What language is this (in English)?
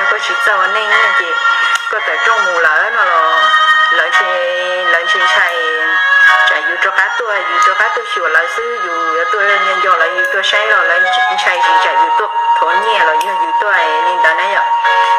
Hmong